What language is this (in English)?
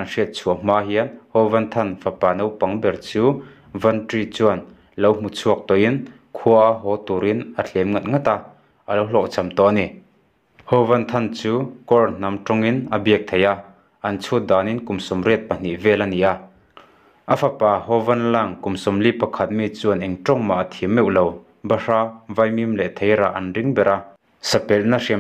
Mizo